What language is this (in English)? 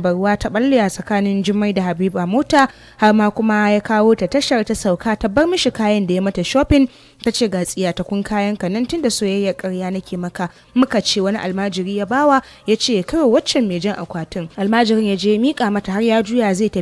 Hausa